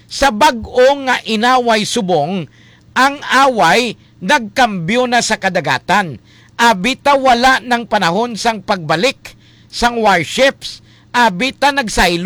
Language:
Hiligaynon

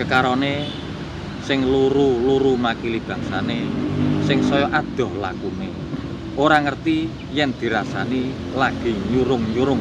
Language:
Javanese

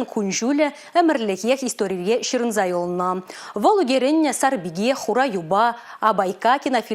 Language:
Chuvash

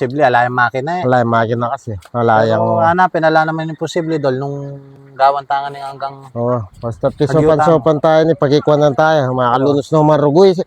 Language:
Pampanga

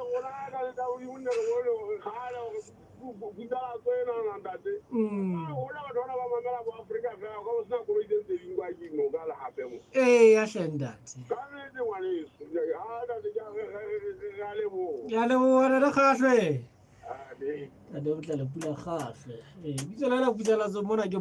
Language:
Southern Sotho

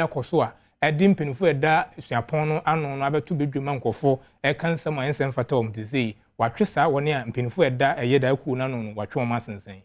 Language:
Akan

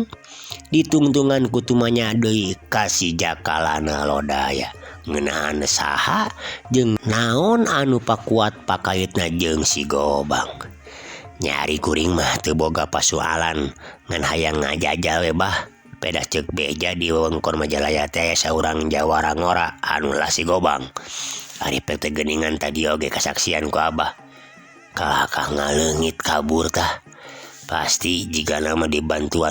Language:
Sundanese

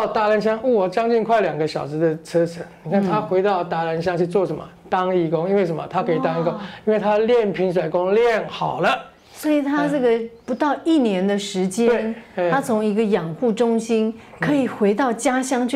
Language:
Chinese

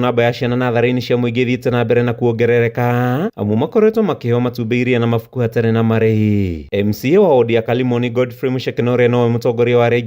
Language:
Kikuyu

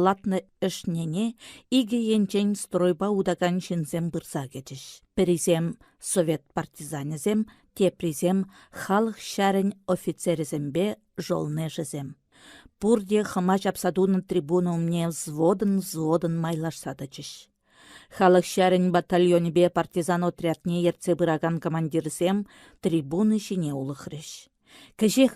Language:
Chuvash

